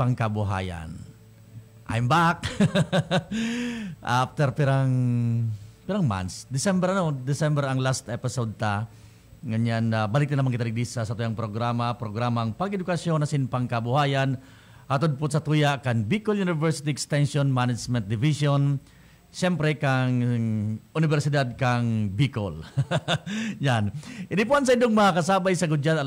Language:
Bikol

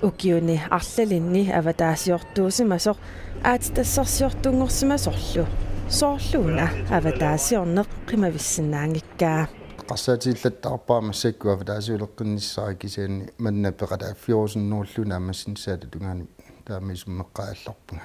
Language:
Kalaallisut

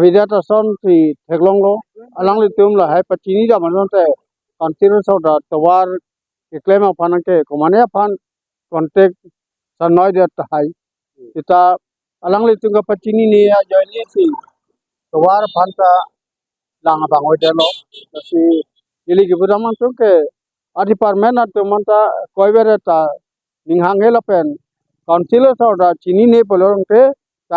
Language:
Karbi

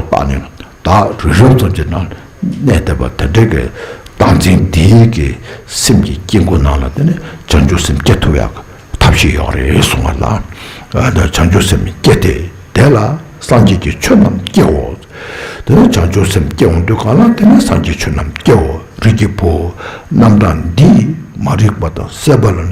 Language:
Tibetan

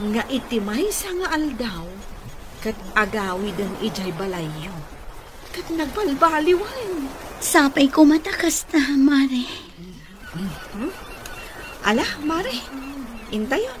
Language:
Iloko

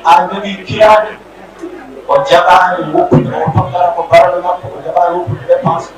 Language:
Fula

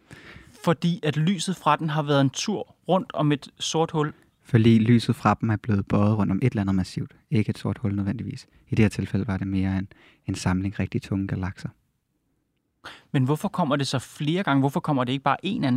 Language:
Danish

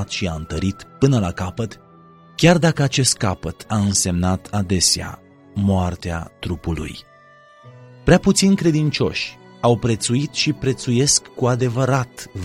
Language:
Romanian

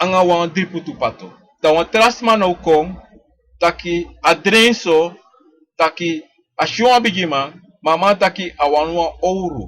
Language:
Sranan Tongo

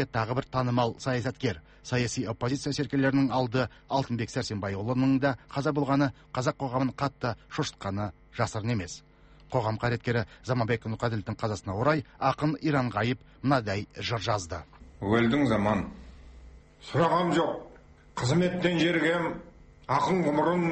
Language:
Kazakh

